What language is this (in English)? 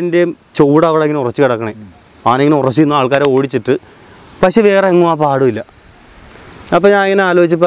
Malayalam